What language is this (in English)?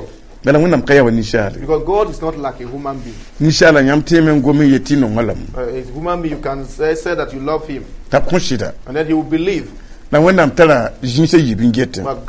Mossi